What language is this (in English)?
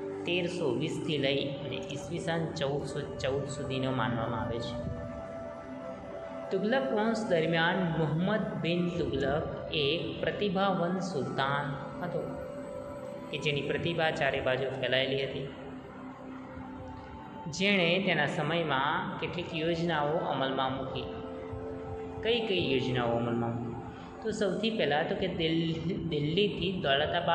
Gujarati